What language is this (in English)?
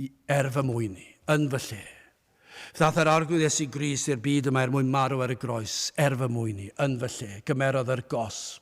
Welsh